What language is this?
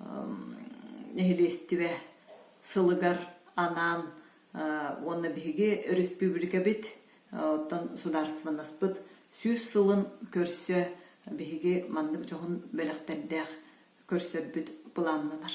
Yakut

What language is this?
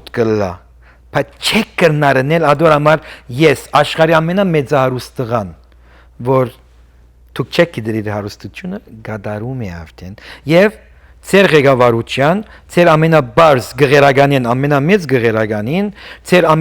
Western Armenian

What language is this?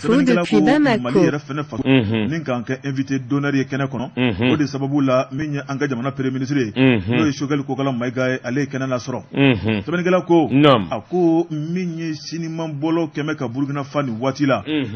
Bambara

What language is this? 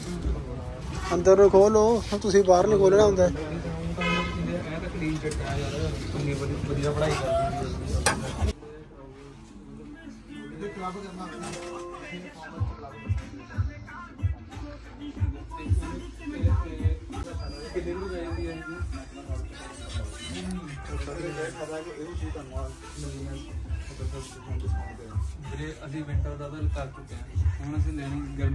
Punjabi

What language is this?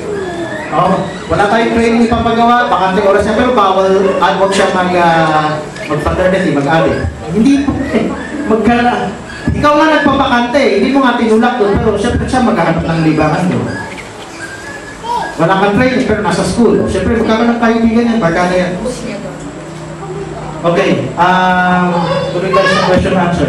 Filipino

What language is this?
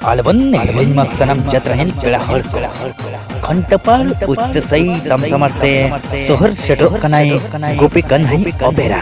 Santali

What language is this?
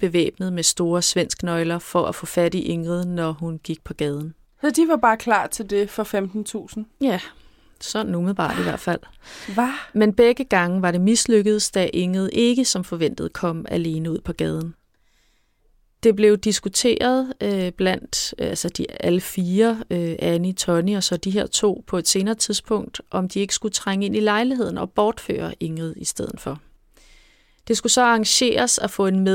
Danish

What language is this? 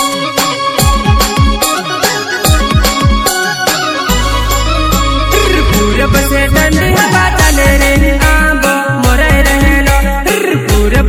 Bhojpuri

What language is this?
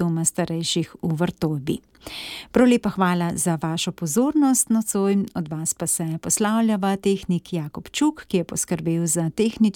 Slovenian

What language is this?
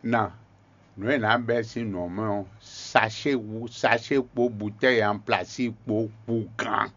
Fon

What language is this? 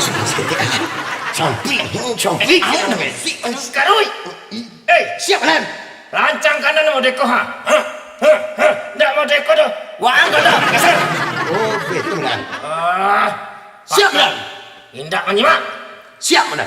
Minangkabau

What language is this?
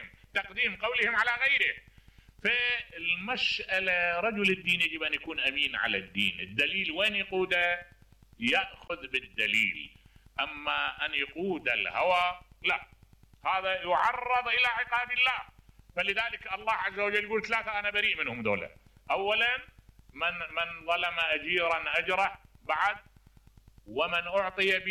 Mesopotamian Arabic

